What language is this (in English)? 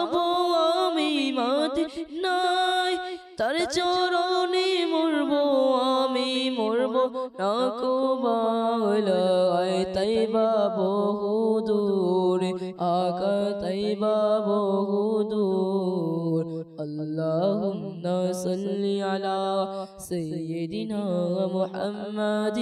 Bangla